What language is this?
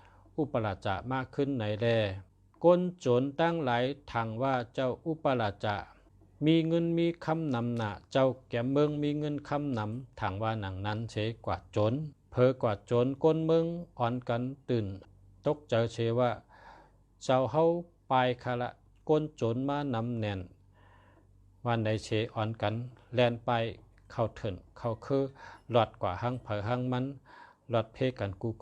Shan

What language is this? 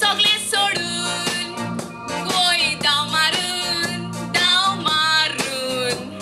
Konkani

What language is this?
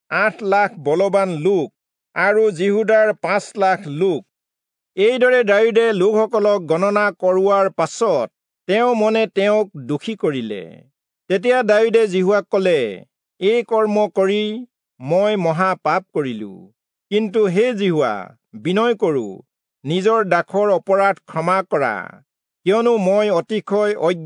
Assamese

